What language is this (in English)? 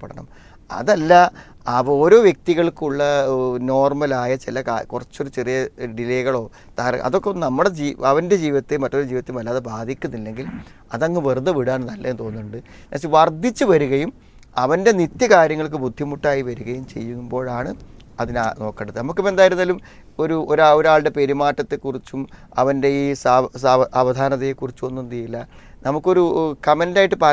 Malayalam